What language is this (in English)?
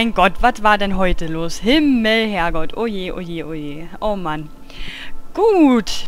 German